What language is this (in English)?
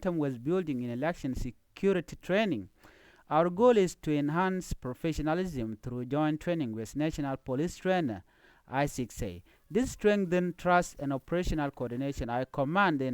Nuer